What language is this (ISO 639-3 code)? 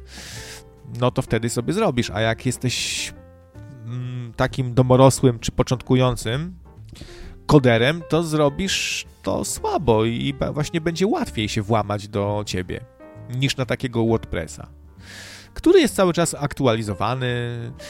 pol